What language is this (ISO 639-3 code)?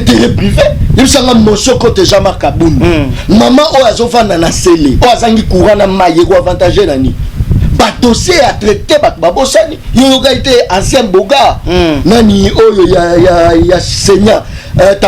lin